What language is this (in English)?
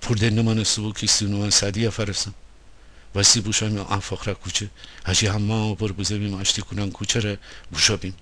Gilaki